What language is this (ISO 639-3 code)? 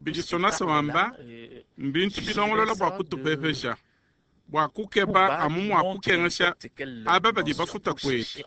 lua